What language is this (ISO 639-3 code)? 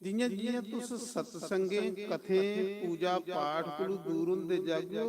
doi